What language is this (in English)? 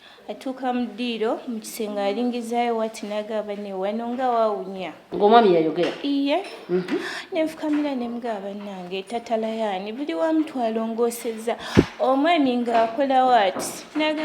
Ganda